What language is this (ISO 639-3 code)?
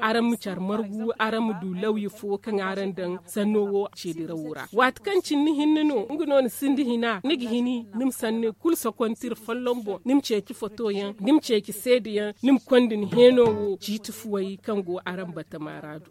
dje